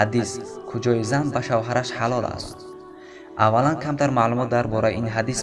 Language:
Tajik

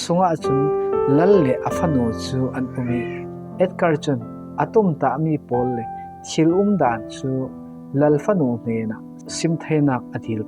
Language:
Falam Chin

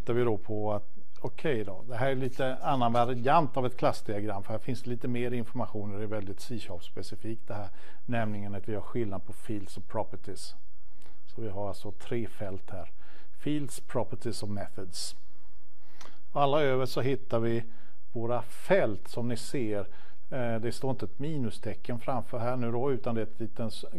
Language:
Swedish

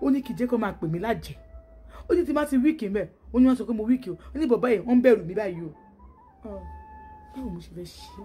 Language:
Yoruba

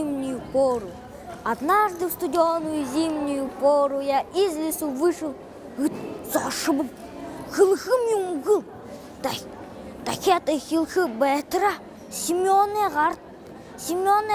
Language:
Buriat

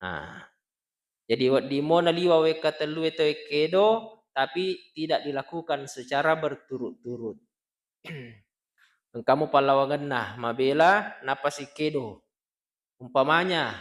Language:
Buginese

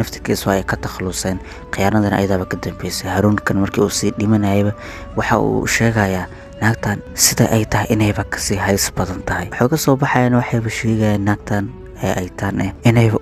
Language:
Somali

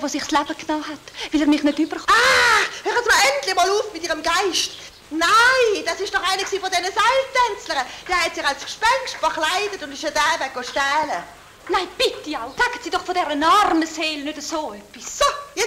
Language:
Swiss German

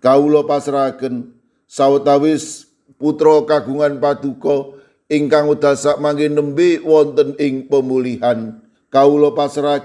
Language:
Javanese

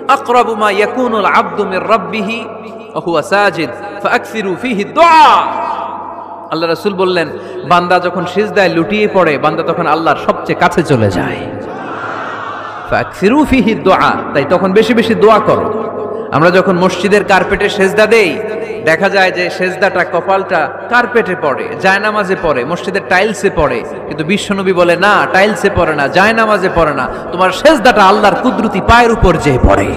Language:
Bangla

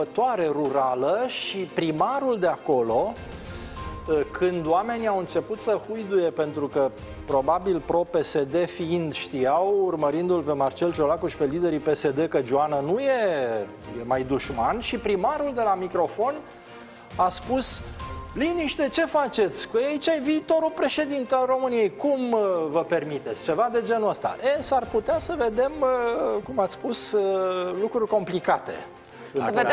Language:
Romanian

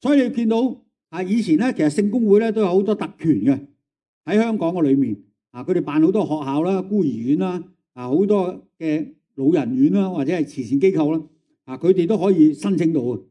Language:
Cantonese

